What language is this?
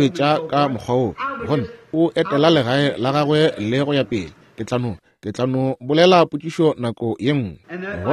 Northern Sotho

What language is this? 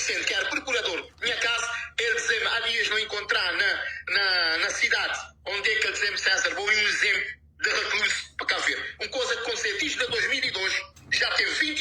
Kabuverdianu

